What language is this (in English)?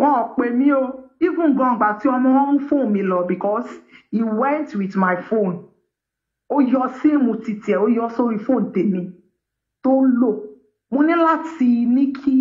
Yoruba